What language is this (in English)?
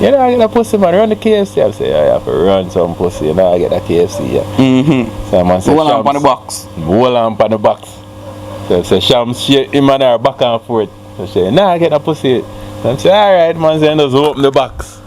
Jamaican Creole English